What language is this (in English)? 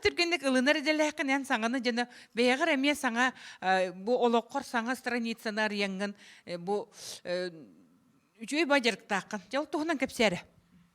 Yakut